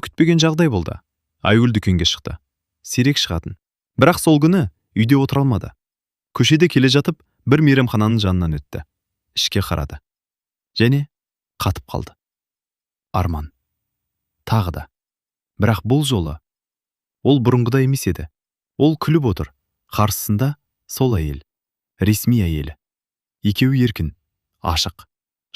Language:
Kazakh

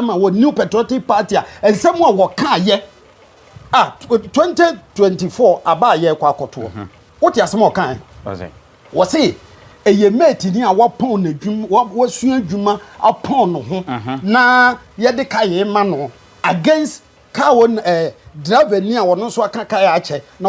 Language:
Akan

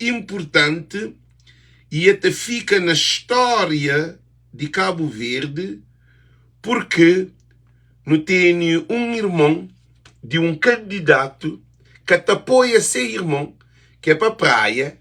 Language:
Kabuverdianu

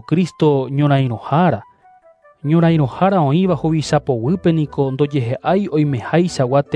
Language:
Guarani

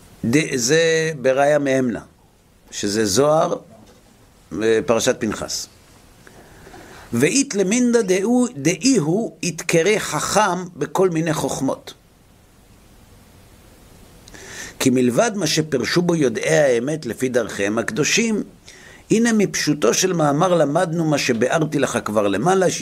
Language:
Hebrew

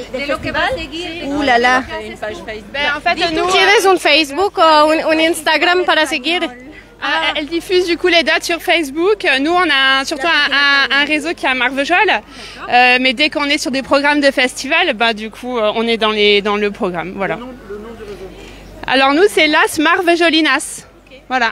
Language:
French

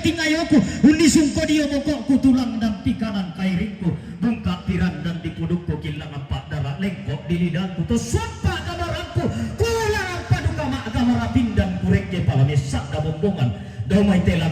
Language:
Toraja-Sa'dan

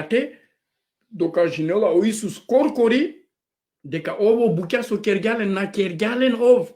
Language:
Balkan Romani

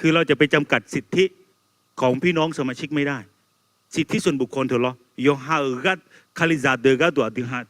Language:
Akha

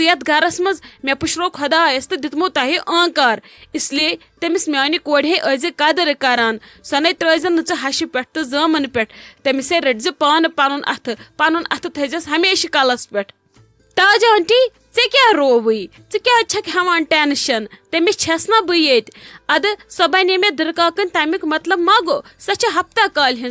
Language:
Kashmiri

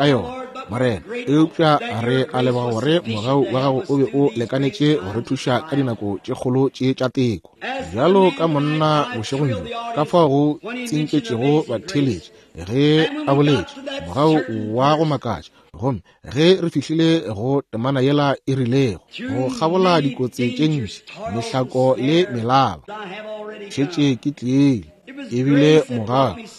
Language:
Northern Sotho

